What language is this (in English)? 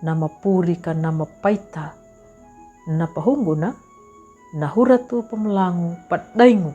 Kambera